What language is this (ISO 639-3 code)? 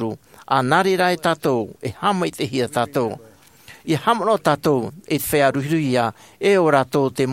tah